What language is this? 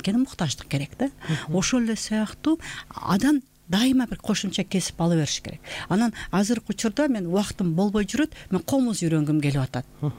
Kyrgyz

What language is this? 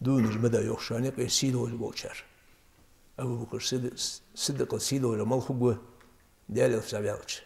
Ingush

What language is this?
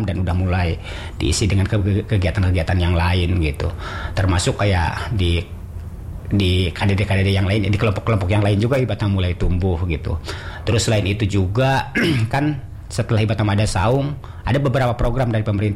Indonesian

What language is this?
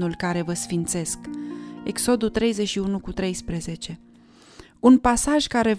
Romanian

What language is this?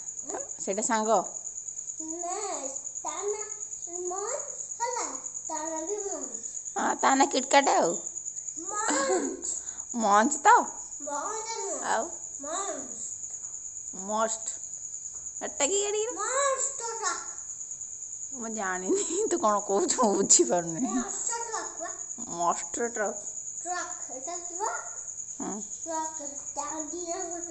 Odia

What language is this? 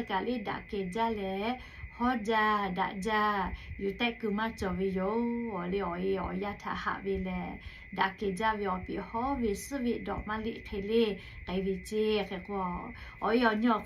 Lahu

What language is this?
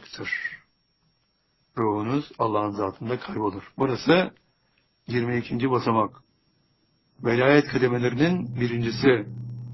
Turkish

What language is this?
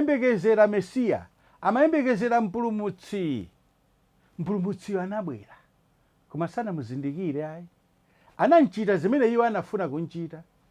Nyanja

